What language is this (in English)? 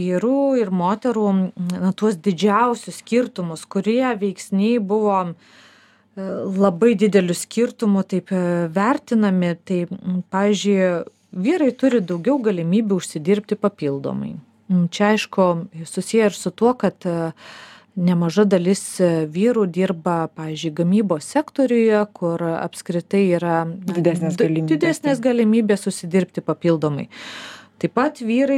Lithuanian